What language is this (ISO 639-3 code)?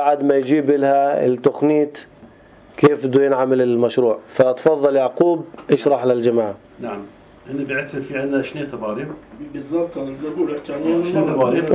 apc